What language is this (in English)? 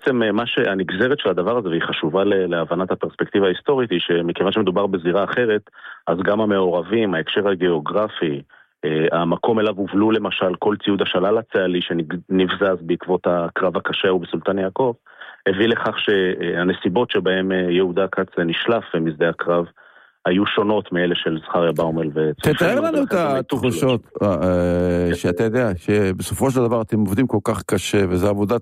Hebrew